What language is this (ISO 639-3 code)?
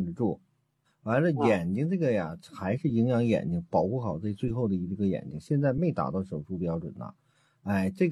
zho